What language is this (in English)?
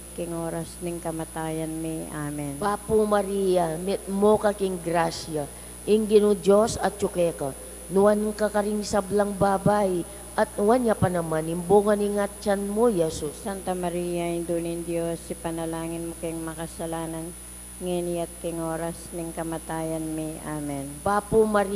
Pampanga